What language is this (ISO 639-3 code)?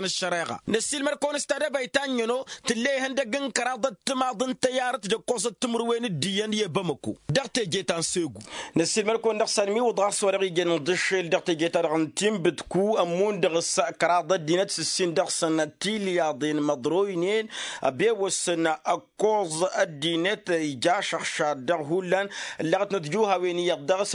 taq